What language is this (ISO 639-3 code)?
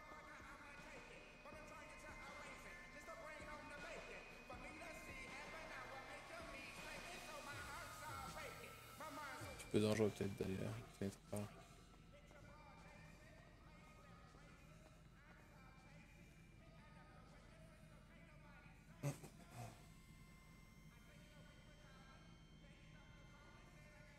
fra